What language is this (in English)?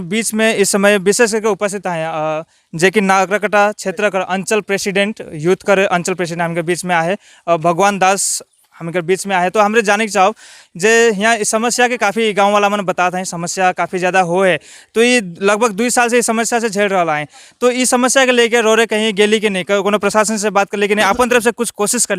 Sadri